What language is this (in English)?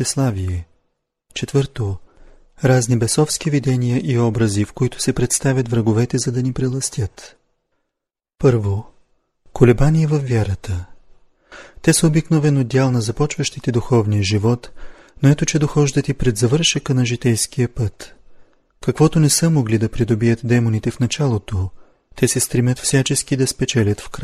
Bulgarian